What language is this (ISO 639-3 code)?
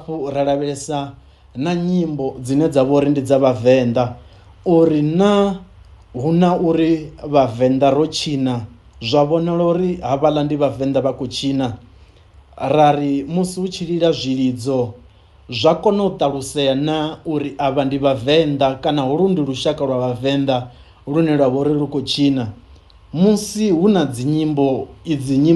ven